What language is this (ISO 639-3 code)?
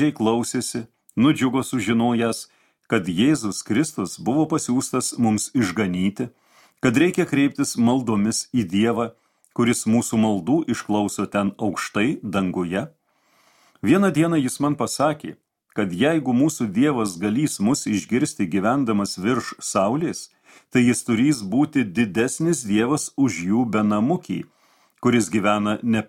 lit